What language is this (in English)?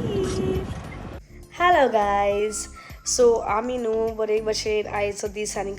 Konkani